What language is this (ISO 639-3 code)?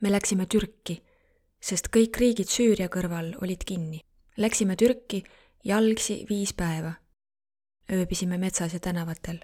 est